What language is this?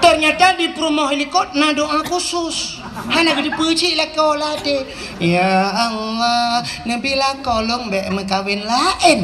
Achinese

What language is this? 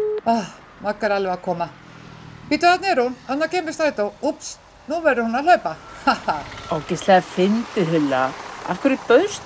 Icelandic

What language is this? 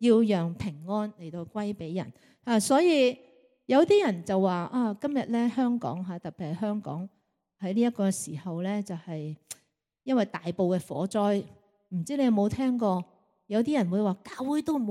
Cantonese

